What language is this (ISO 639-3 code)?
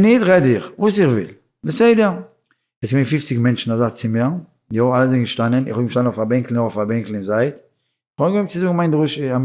yid